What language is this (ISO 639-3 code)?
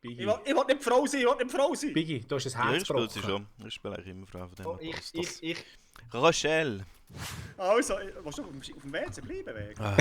gsw